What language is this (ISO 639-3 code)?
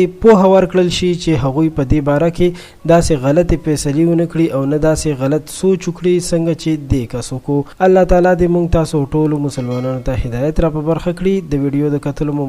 pus